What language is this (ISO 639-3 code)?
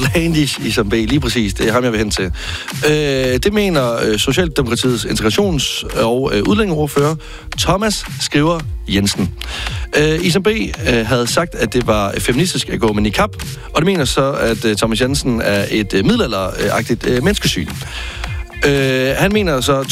dan